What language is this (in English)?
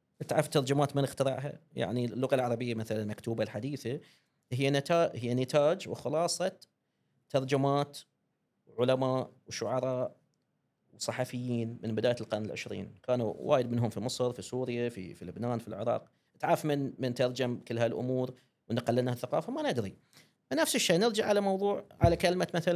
Gulf Arabic